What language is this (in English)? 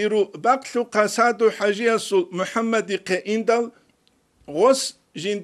Avaric